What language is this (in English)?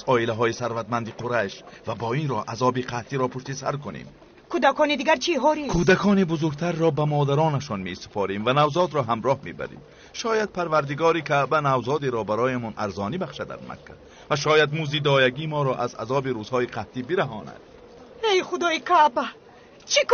Tajik